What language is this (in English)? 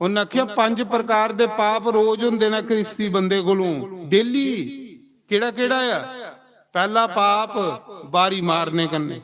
Dogri